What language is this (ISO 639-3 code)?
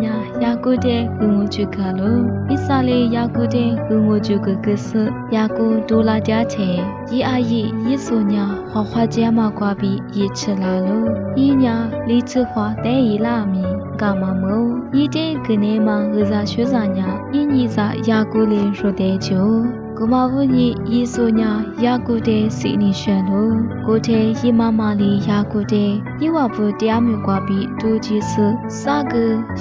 lis